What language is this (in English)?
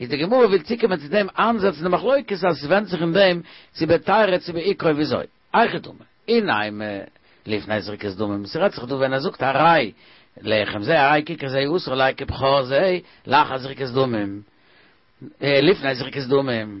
Yiddish